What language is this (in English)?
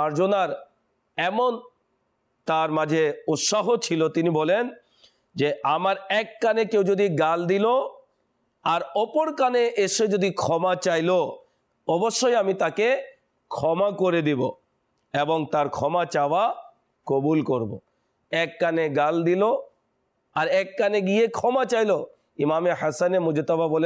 Bangla